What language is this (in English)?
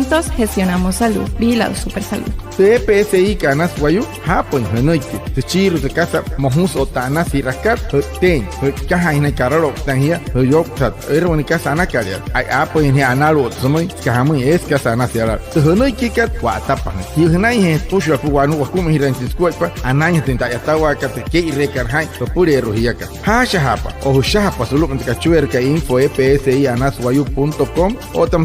Wayuu